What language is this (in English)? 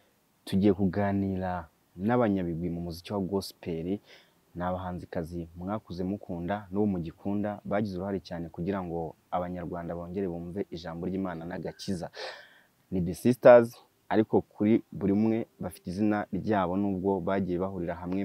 Kinyarwanda